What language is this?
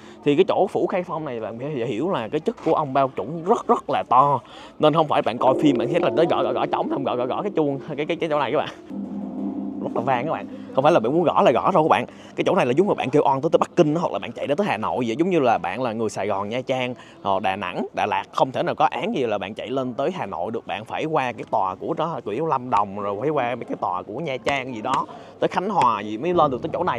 Vietnamese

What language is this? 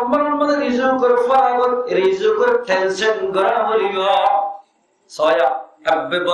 Rohingya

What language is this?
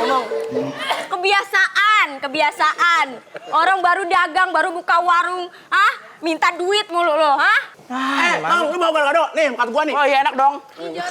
Betawi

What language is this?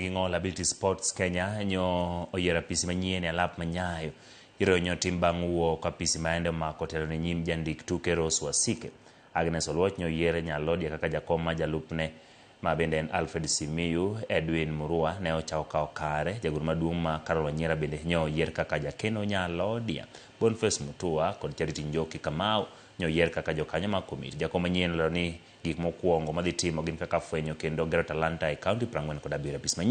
Luo (Kenya and Tanzania)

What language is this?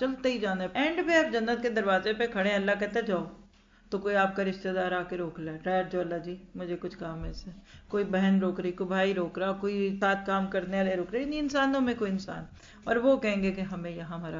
Urdu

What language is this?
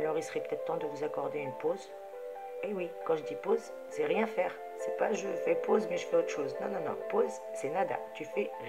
French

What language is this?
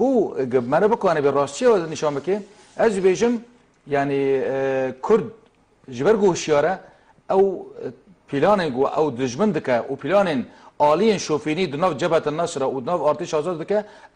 Kurdish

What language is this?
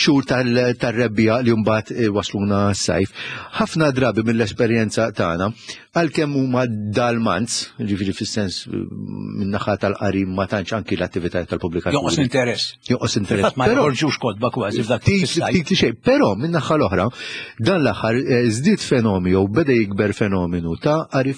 Maltese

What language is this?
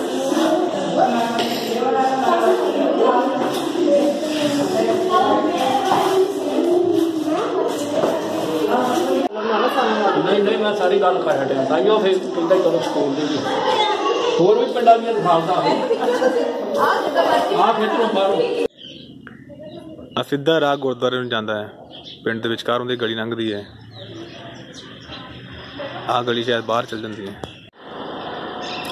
Punjabi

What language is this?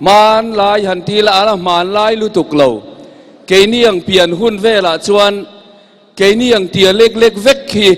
Mizo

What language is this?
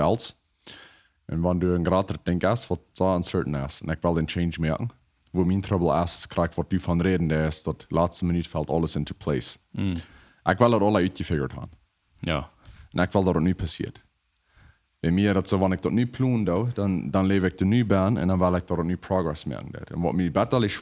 Plautdietsch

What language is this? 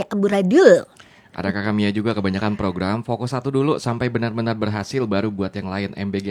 Indonesian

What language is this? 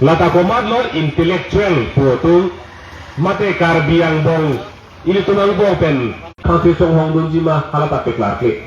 Karbi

